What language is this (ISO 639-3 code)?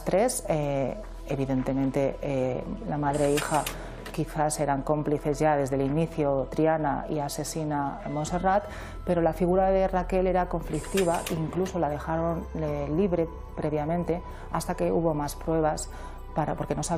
spa